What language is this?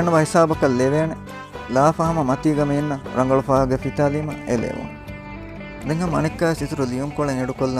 Divehi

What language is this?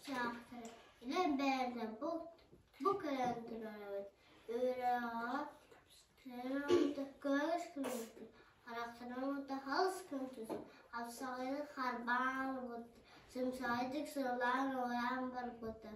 Yakut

